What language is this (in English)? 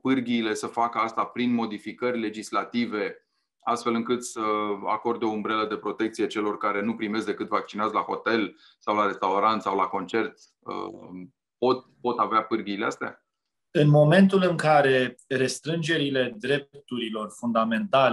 Romanian